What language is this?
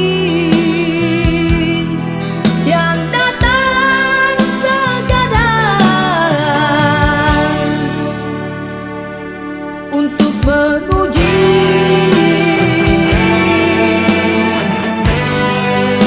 Malay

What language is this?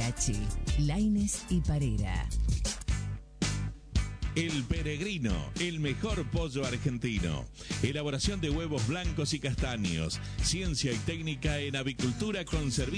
Spanish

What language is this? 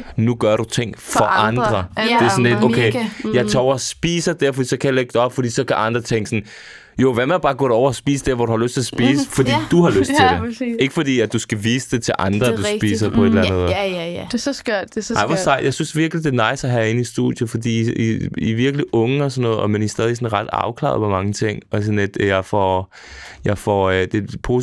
Danish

